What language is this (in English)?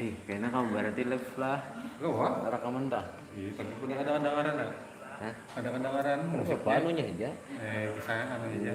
Banjar